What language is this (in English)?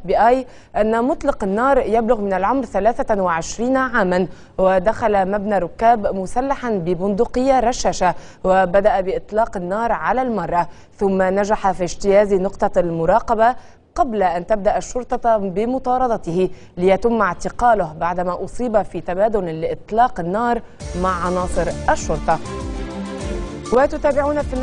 Arabic